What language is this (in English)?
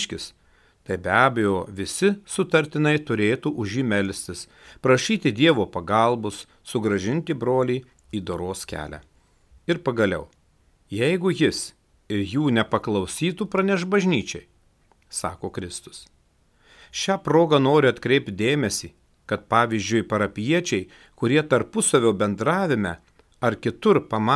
Lithuanian